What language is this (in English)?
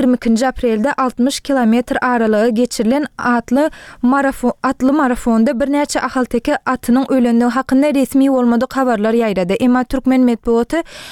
Turkmen